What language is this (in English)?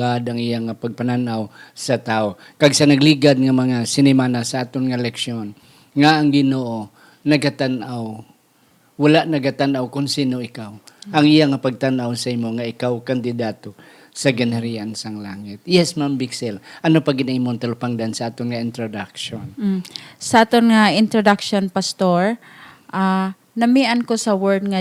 Hiligaynon